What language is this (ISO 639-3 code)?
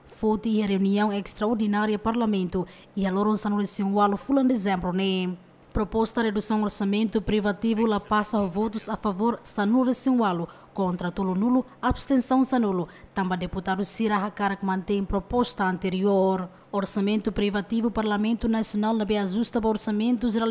tet